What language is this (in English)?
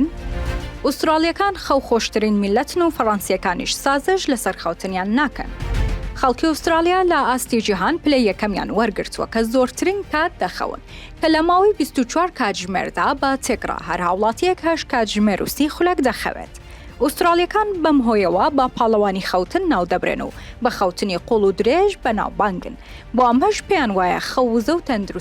Central Kurdish